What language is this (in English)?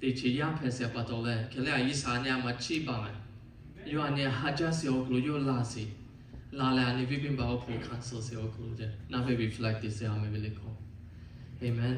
Lahu